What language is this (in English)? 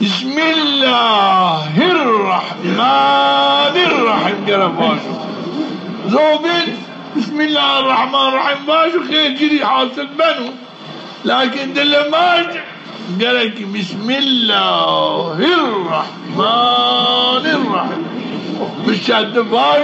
Zaza